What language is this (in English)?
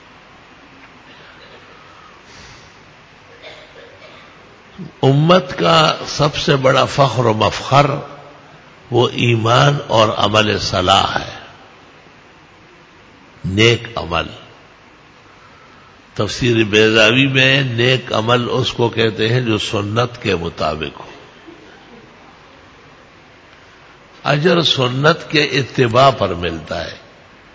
Urdu